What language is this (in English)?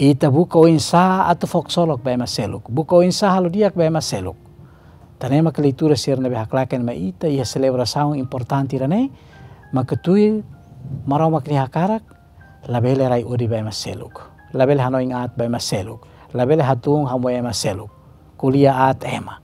Tetum